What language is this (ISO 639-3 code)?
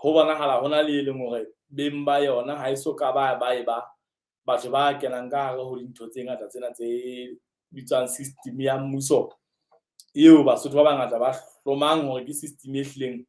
sot